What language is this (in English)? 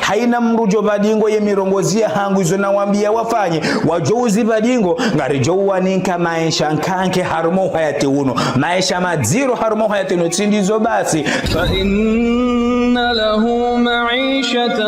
Ngazidja Comorian